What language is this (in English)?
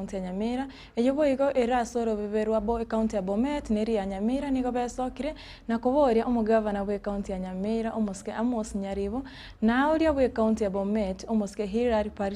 Gusii